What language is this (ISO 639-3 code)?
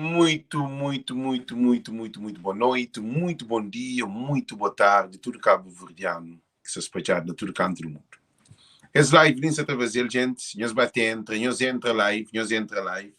kea